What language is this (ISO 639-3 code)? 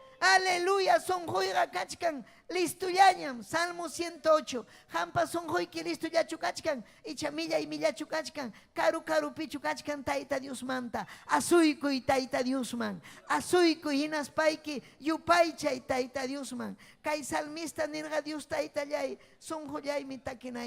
quy